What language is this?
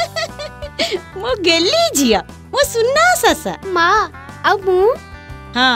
Odia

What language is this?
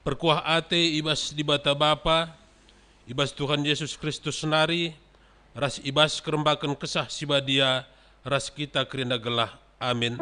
Batak Karo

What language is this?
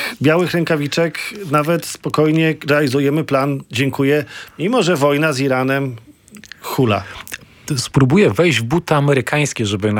Polish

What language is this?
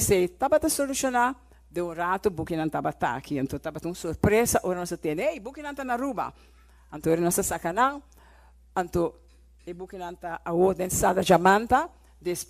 Papiamento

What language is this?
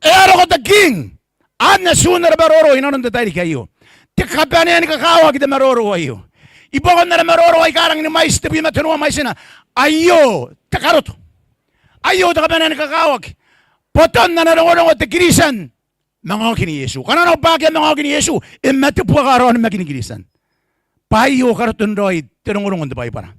Gilbertese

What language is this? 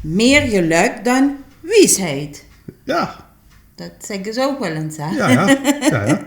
Limburgish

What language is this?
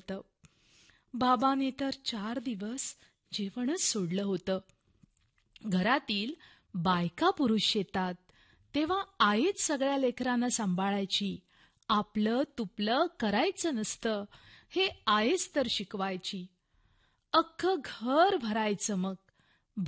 Marathi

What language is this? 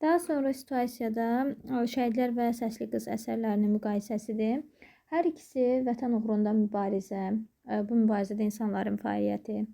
Azerbaijani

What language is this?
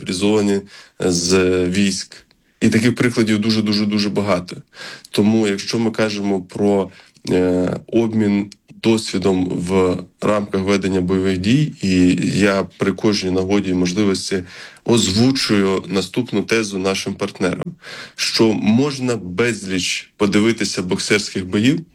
Ukrainian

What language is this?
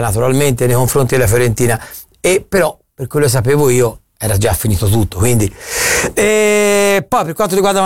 Italian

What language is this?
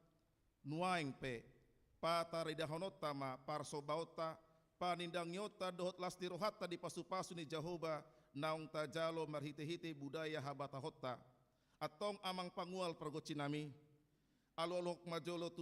Batak Toba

